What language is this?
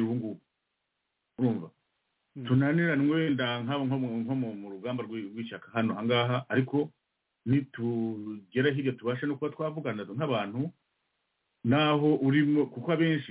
Kinyarwanda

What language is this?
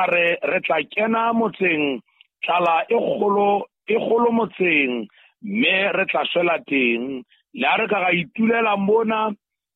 Southern Sotho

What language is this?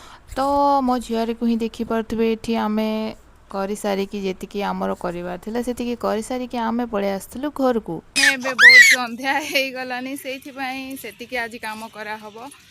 Odia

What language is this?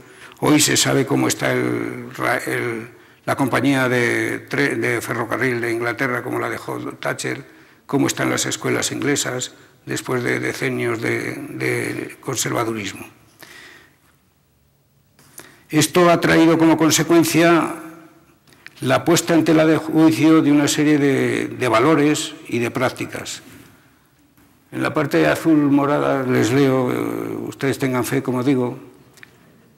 Spanish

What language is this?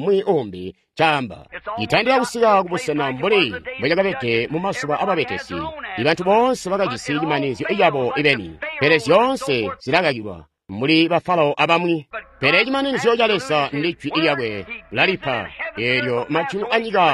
Tonga (Zambia)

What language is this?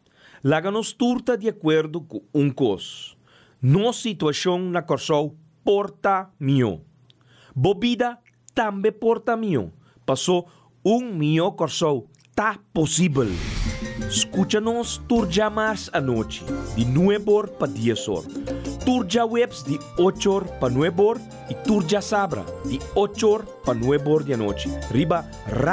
Papiamento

